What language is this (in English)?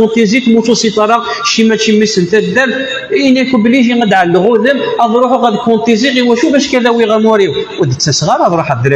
Kabyle